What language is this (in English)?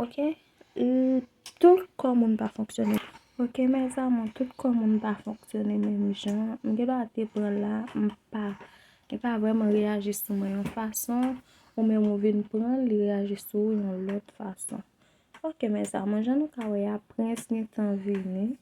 Haitian Creole